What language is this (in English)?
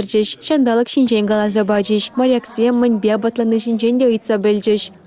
Chuvash